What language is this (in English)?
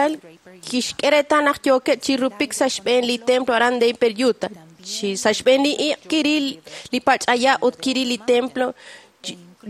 Kekchí